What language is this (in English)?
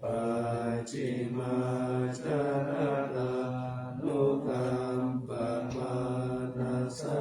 Pali